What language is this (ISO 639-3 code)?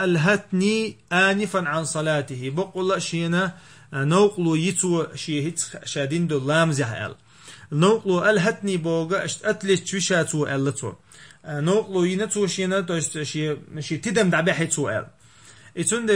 che